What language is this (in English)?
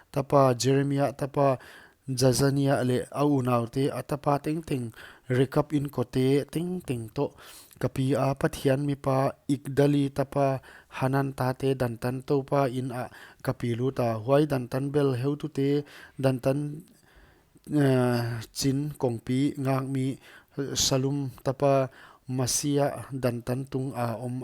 Paite Chin